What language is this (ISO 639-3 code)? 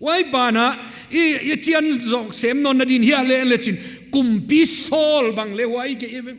pck